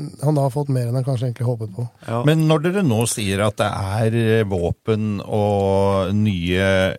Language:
Norwegian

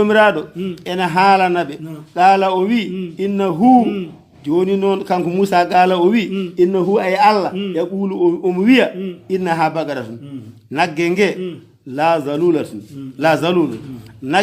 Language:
Fula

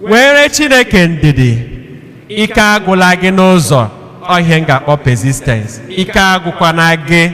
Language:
Igbo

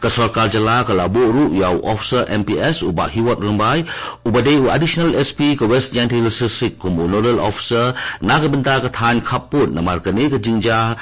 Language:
Khasi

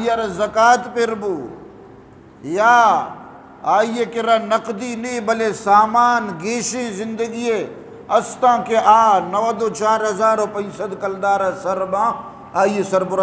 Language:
Eastern Balochi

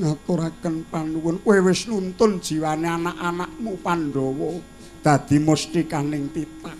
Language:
Javanese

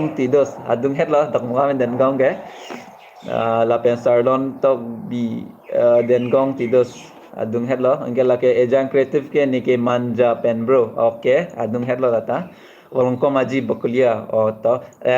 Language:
Karbi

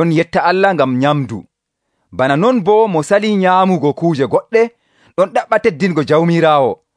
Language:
Nigerian Fulfulde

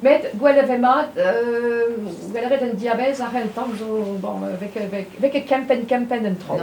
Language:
Breton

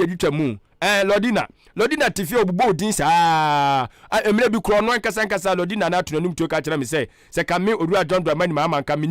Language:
Akan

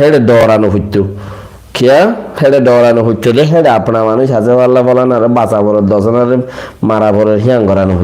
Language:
Rohingya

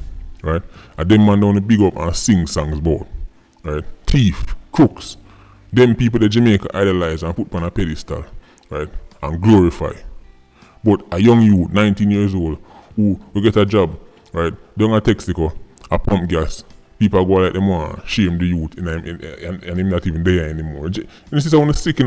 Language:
Jamaican Creole English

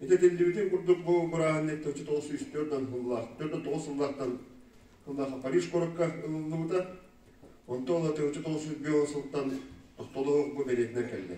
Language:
Yakut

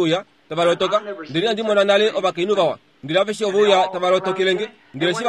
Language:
Kuanyama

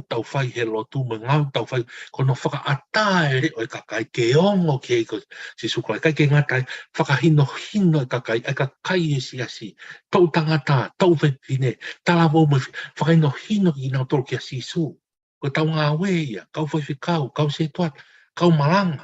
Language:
Tongan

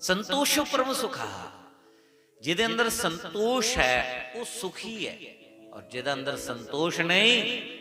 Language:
Dogri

